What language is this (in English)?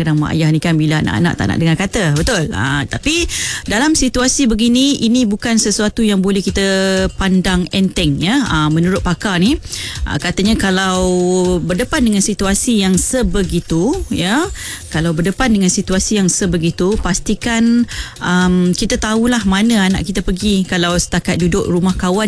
Malay